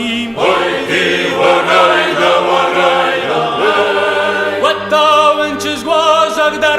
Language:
Ossetic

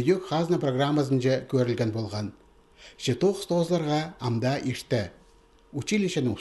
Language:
Khakas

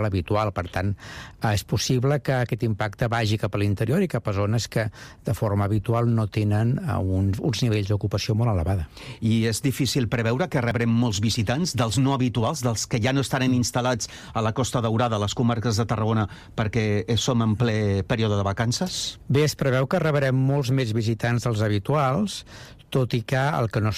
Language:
Catalan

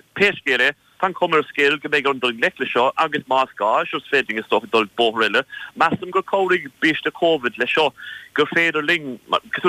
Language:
Irish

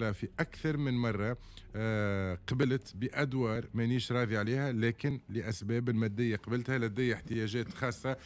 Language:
Tunisian Arabic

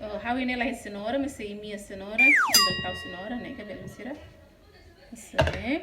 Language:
Tetum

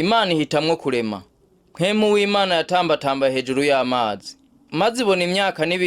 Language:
Rundi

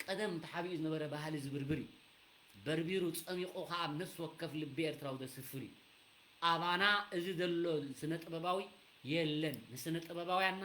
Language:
Tigrinya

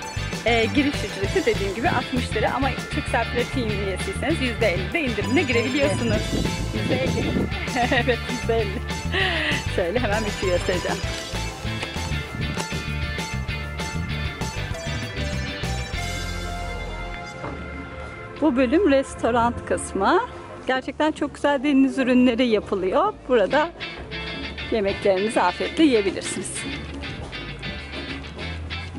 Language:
Turkish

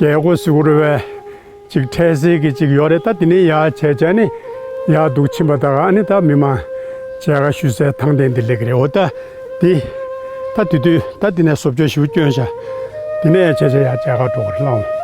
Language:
Tibetan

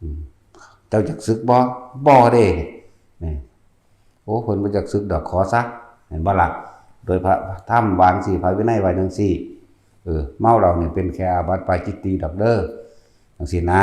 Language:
Northeastern Thai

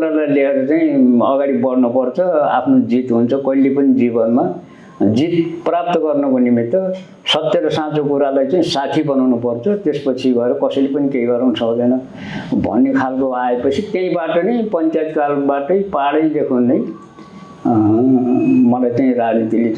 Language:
Nepali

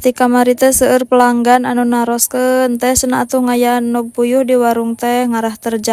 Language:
Sundanese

